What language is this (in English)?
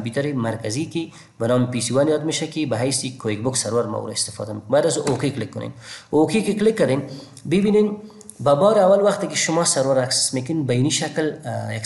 Persian